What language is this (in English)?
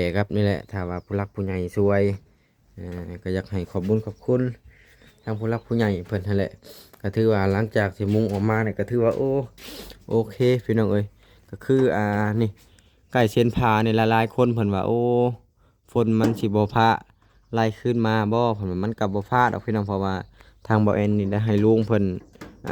Lao